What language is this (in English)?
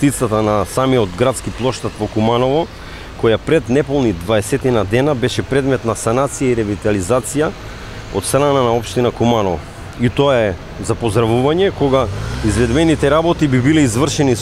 Macedonian